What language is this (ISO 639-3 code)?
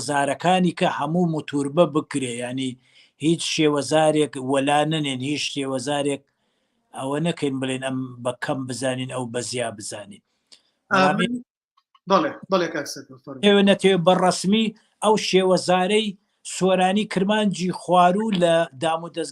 ckb